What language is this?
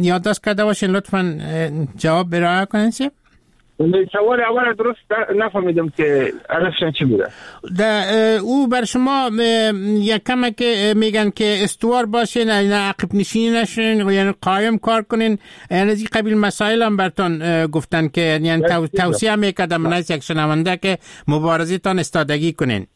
Persian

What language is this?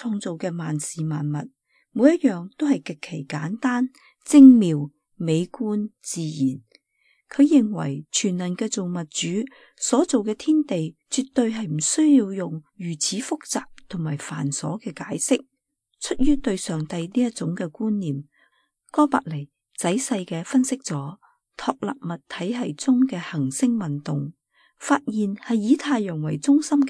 Cantonese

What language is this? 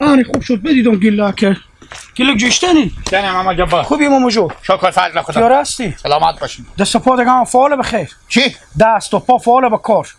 Hazaragi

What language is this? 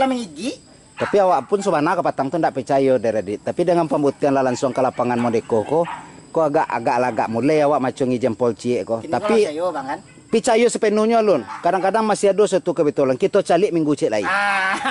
Minangkabau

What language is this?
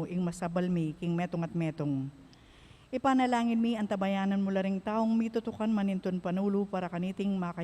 Pampanga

